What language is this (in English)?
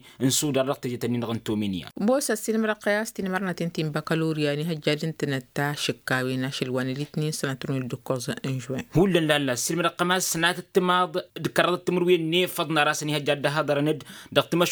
Tamasheq